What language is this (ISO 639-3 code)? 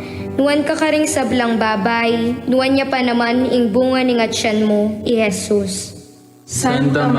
pam